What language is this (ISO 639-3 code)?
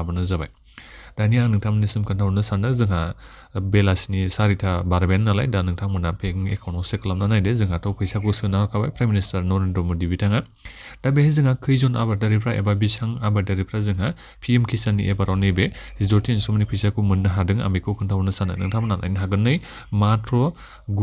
brx